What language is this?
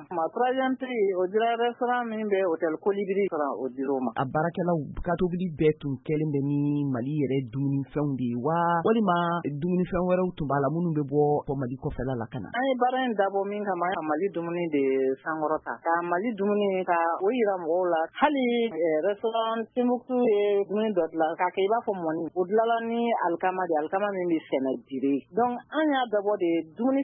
Bambara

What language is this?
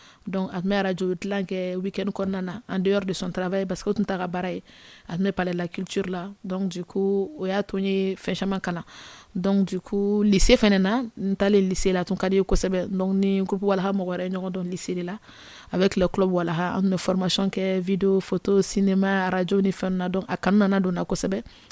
Bambara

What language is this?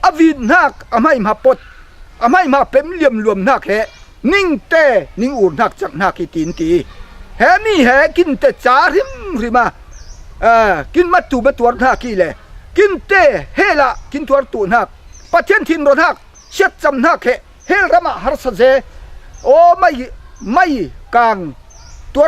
Falam Chin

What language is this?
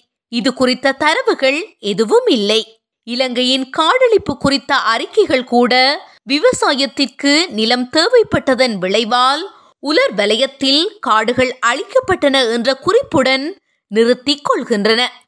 Tamil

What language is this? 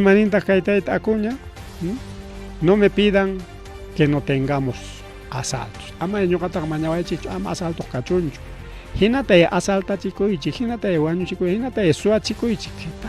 Ayacucho Quechua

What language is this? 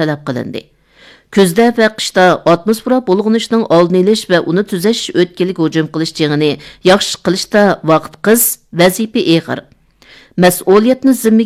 Uyghur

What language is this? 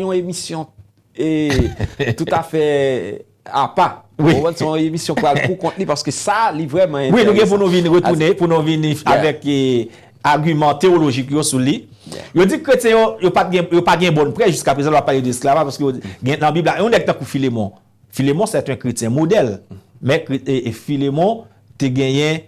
Haitian Creole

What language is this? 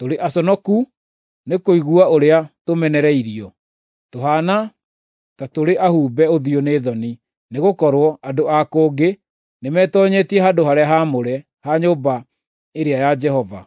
Kikuyu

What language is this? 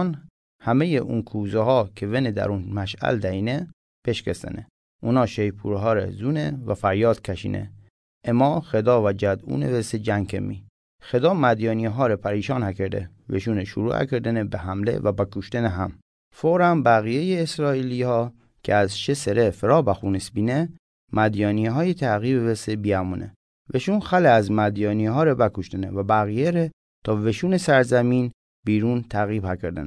Mazanderani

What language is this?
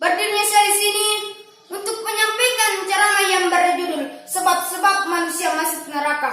Buginese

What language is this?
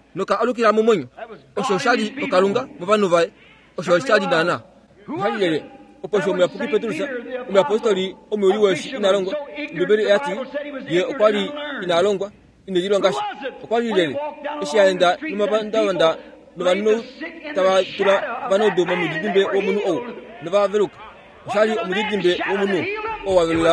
Kuanyama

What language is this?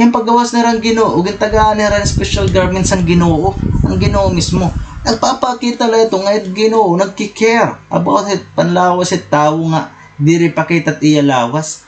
Waray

